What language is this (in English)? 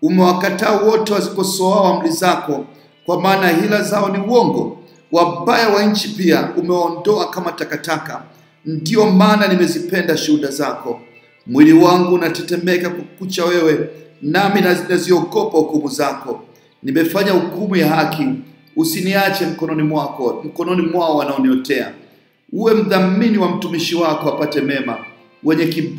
Swahili